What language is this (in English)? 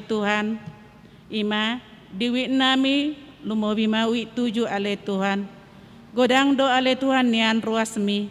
Batak Toba